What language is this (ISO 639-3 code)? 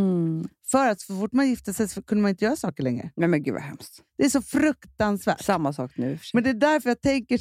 swe